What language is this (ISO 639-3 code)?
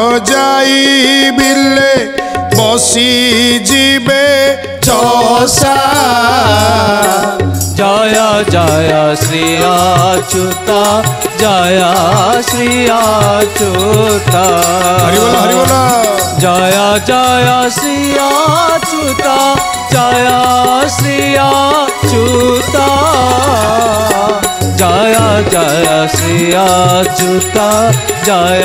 ori